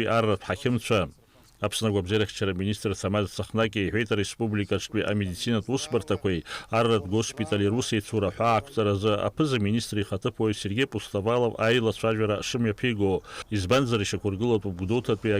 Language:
Abkhazian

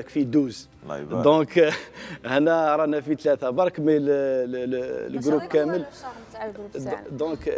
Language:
Algerian Arabic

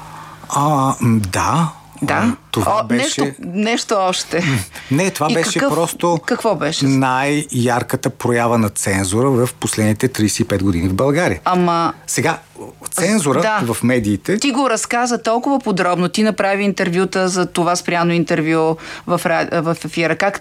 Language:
Bulgarian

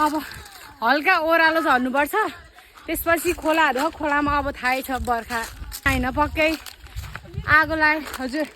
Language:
Nepali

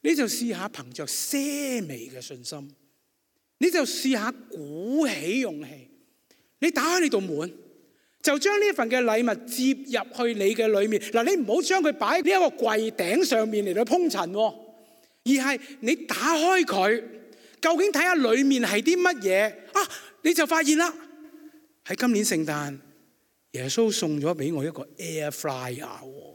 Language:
Cantonese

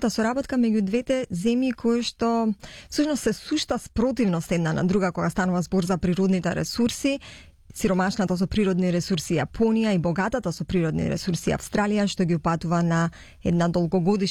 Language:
Macedonian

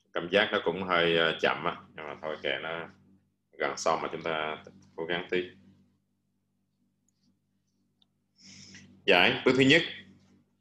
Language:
Vietnamese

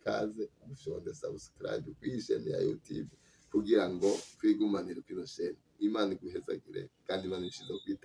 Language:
Rundi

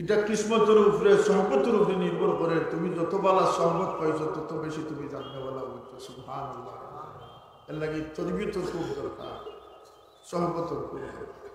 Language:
Sylheti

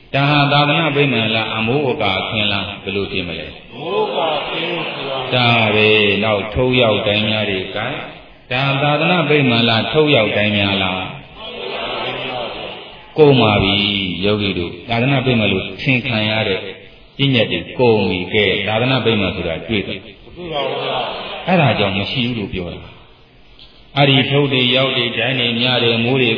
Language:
Burmese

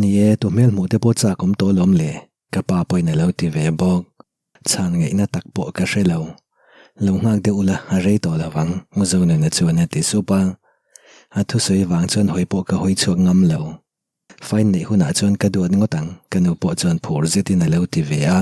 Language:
Mizo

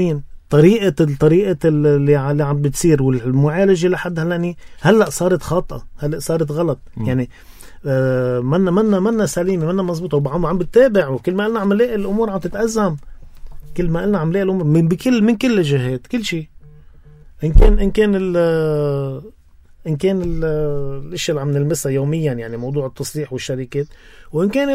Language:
North Levantine Arabic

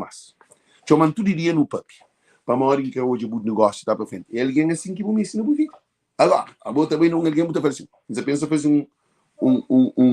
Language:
Kabuverdianu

